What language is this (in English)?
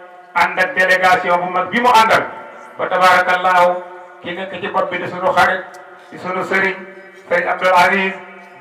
Wolof